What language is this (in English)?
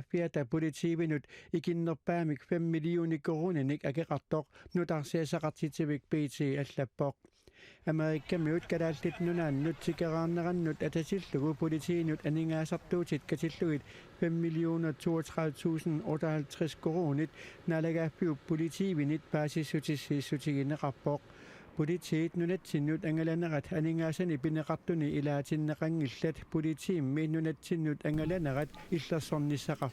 Kalaallisut